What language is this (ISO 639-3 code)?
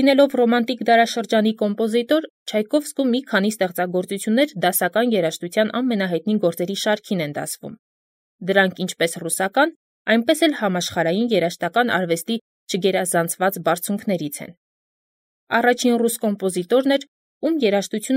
hye